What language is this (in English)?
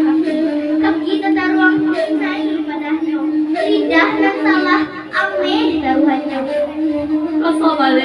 Minangkabau